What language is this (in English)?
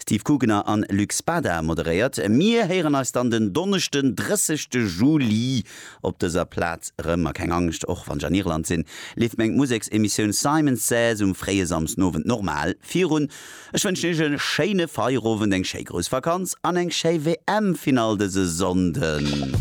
Luxembourgish